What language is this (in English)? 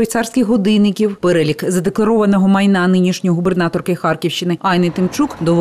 Ukrainian